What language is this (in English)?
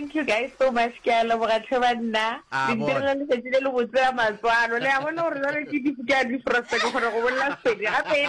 Northern Sotho